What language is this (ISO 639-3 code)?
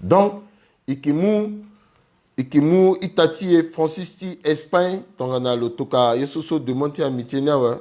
sag